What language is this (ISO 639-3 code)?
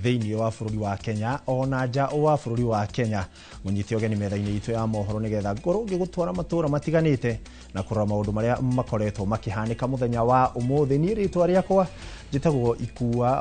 kik